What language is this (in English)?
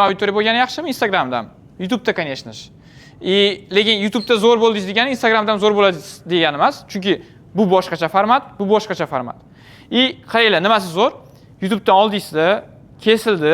Uzbek